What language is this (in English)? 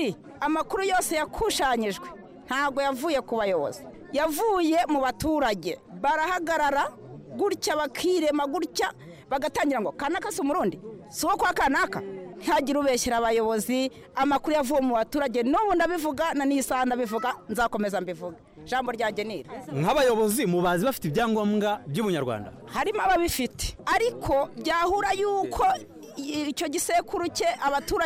Kinyarwanda